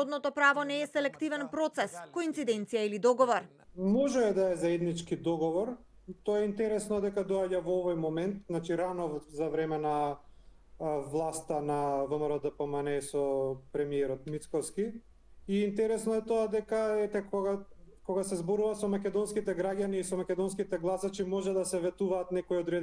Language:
Macedonian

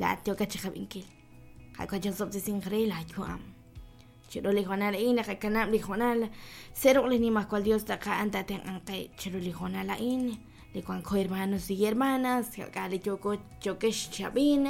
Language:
Kekchí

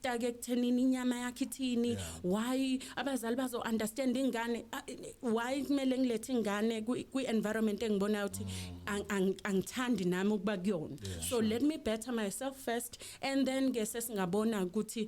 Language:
Zulu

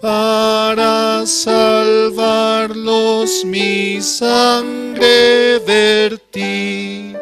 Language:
Aymara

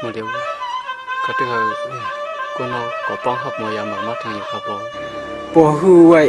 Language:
Shan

